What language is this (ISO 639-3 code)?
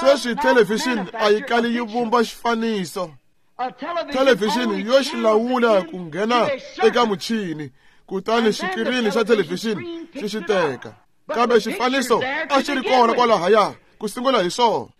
tso